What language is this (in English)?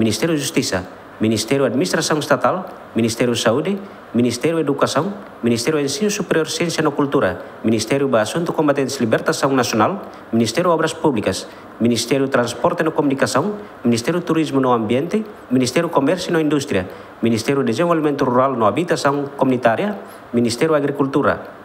Tetum